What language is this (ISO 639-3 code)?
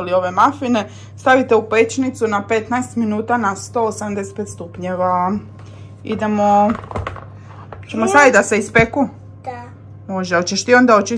hrv